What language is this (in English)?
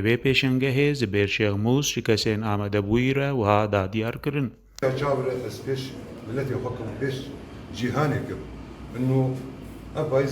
Kurdish